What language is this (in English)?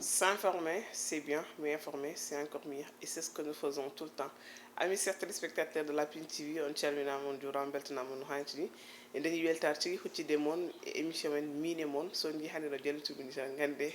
Fula